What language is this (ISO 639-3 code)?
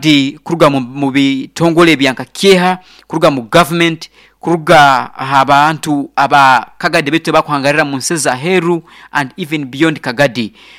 nyo